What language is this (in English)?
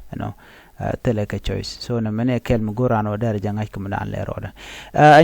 Nuer